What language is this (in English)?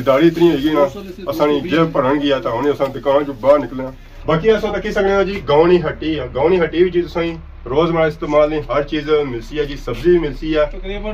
Pahari-Potwari